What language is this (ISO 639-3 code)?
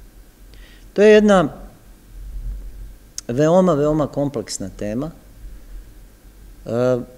srp